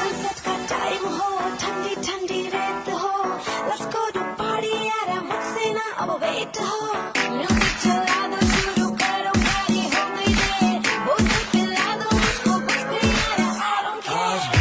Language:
Kashmiri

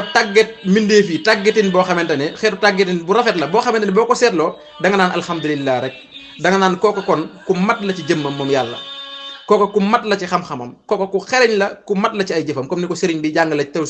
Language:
Wolof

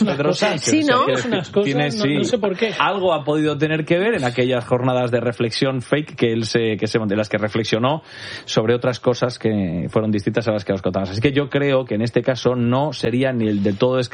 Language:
Spanish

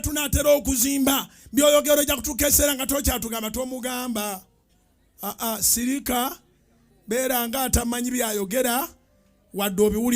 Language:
Ganda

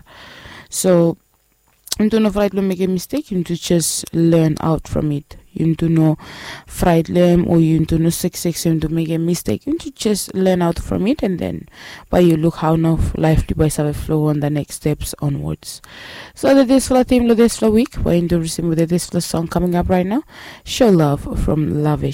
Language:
Bislama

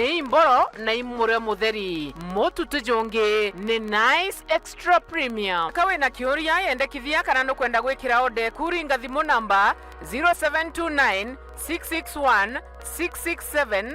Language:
Meru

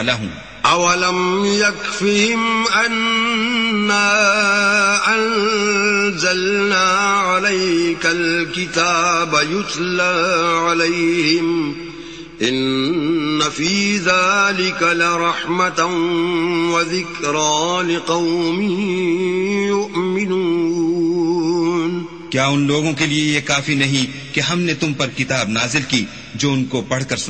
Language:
Urdu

